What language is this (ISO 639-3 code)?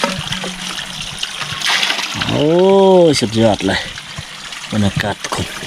lao